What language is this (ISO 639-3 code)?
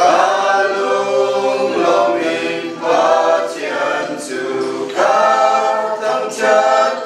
cnh